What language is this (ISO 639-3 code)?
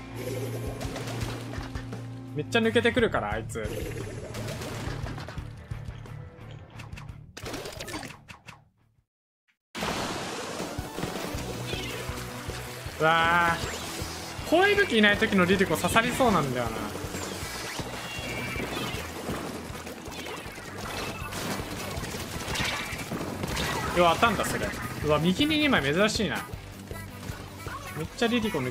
jpn